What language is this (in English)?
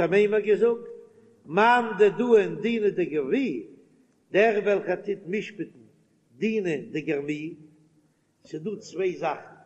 Yiddish